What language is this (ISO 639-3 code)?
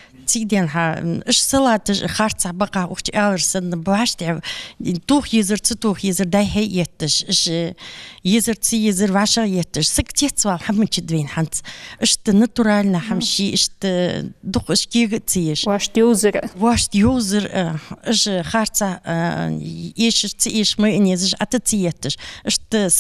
inh